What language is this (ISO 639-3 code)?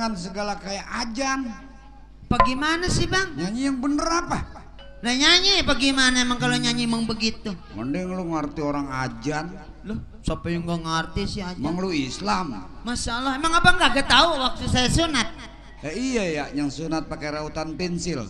bew